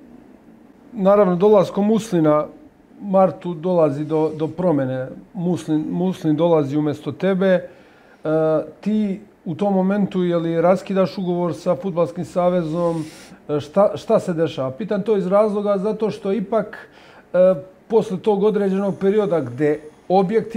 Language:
Serbian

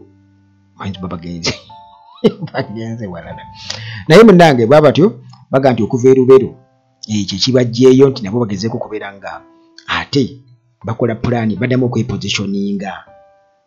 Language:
Ganda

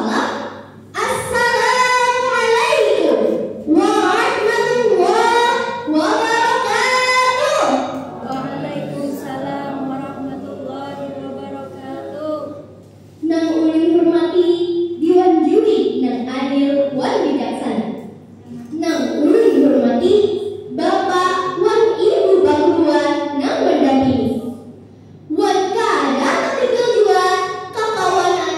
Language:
Banjar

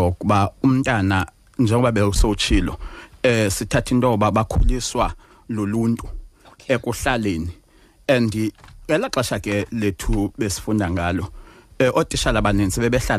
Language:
Xhosa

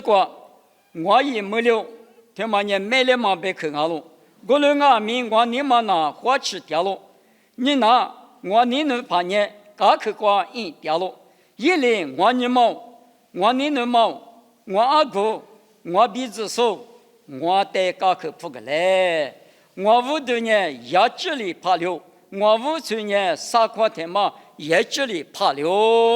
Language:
Lisu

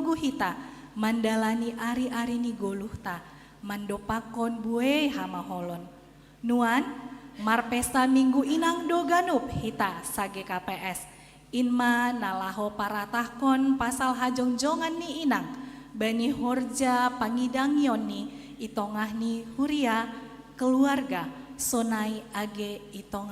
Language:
Batak Simalungun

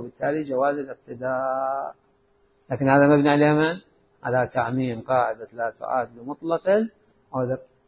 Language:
Mesopotamian Arabic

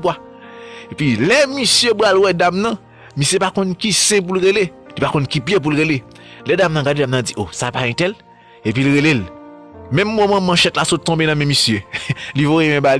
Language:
Haitian Creole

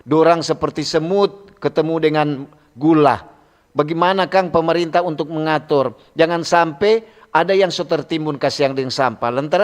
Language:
Manado Malay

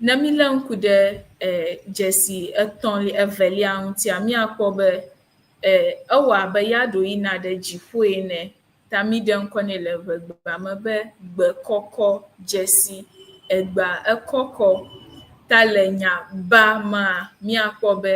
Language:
Ewe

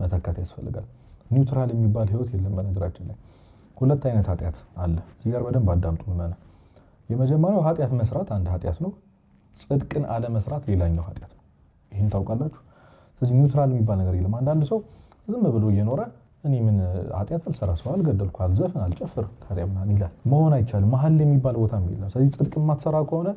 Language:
Amharic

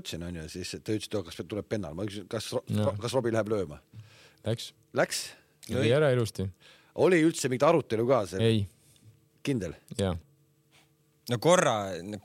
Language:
Estonian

